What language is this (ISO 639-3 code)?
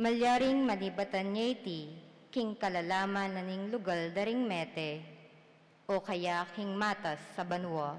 pam